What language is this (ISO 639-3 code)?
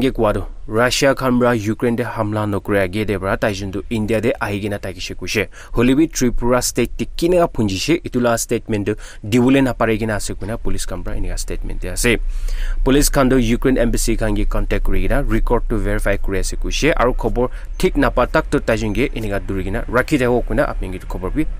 nag